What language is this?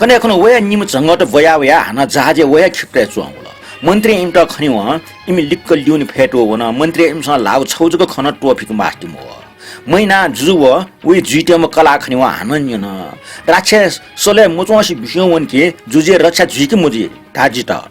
Newari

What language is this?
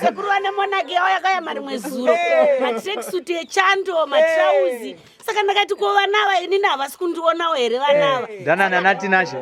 Shona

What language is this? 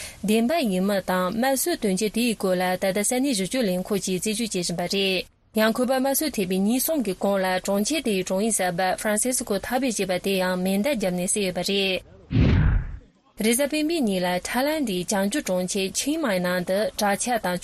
Tibetan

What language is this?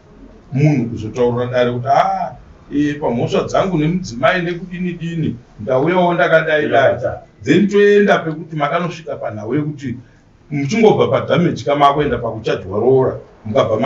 Shona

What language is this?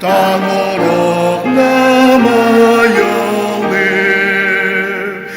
Ao Naga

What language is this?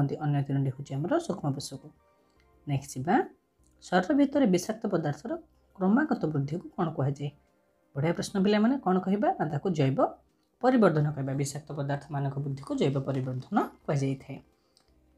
Odia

